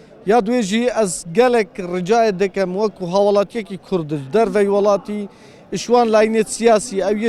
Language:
Kurdish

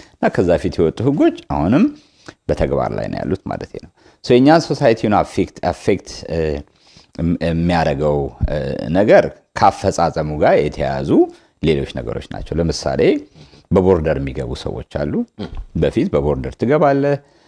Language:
Amharic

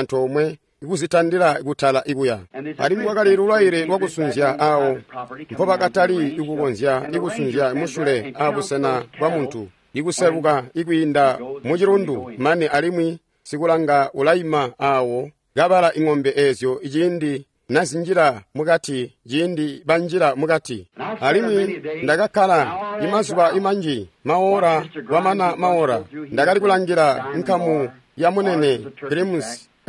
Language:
Tonga (Zambia)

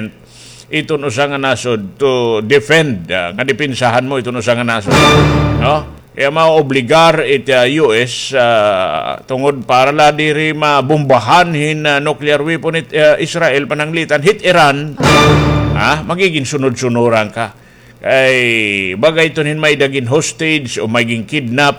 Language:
Waray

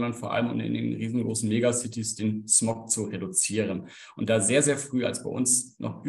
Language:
German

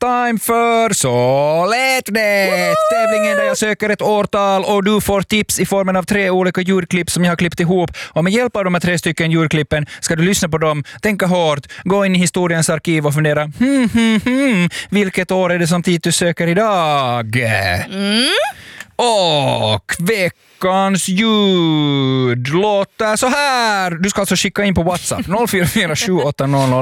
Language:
Swedish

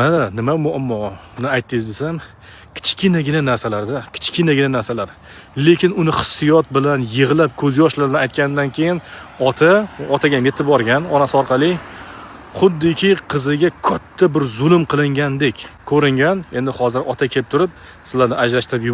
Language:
Uzbek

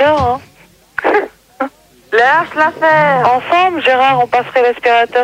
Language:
French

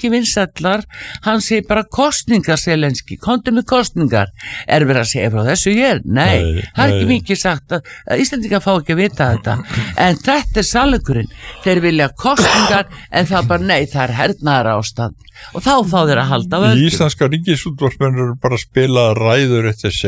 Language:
Icelandic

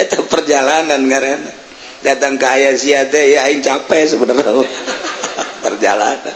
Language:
Sundanese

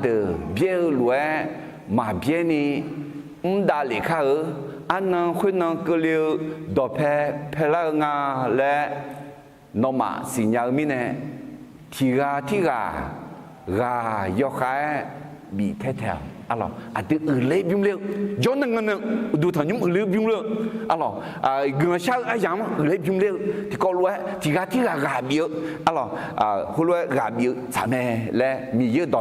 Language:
Akha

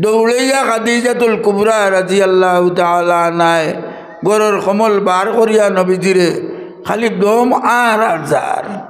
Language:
Sylheti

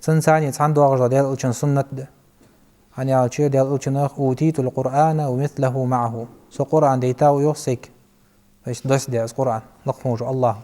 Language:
Ingush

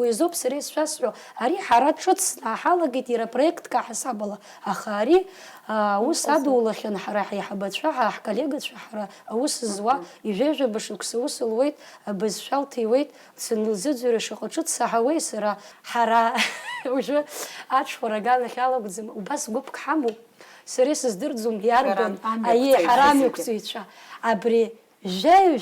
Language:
Abkhazian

